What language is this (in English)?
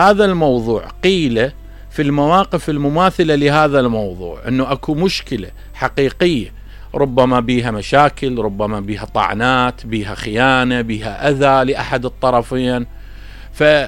Mesopotamian Arabic